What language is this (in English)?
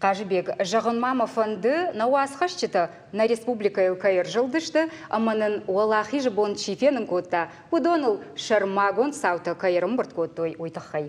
Ossetic